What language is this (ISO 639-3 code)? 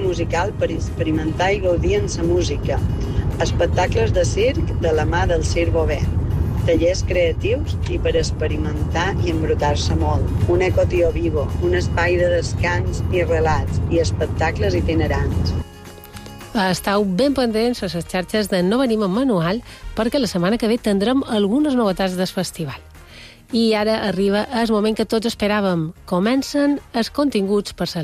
cat